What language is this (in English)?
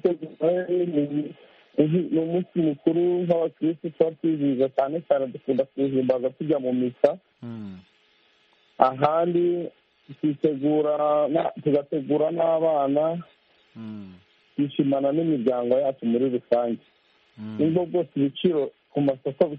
Kinyarwanda